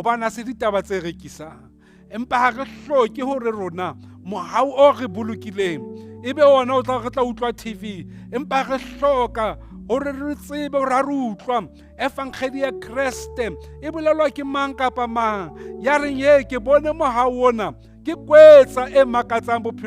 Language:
Southern Sotho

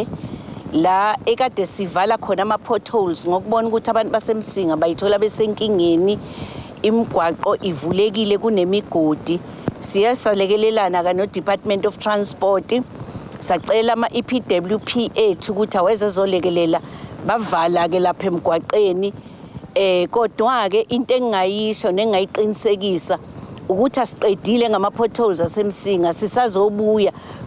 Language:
Zulu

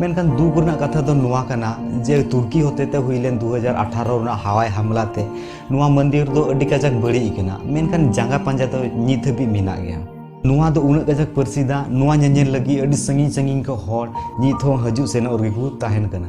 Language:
Santali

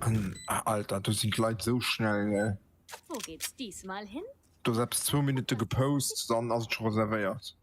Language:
Luxembourgish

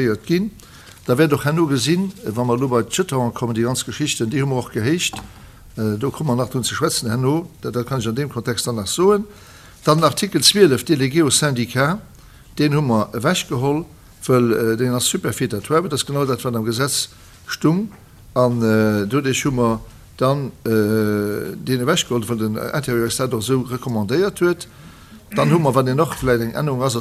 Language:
Luxembourgish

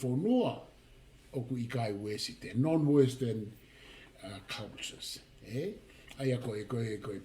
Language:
Tongan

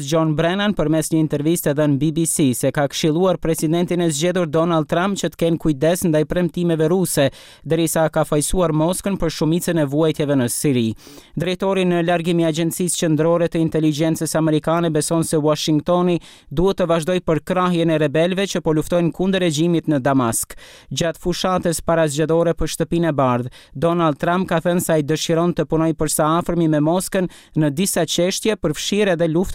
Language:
Albanian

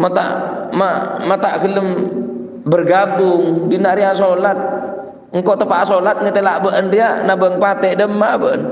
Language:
Madurese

